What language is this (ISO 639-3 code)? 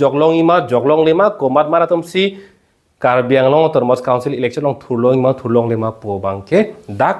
mjw